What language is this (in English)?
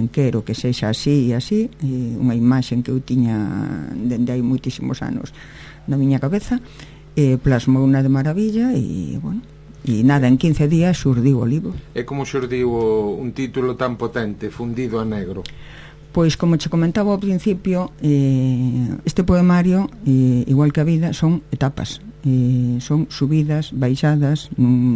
Galician